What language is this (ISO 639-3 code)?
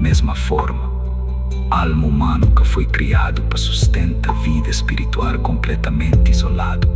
kea